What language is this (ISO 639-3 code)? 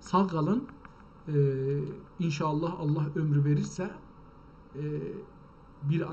azb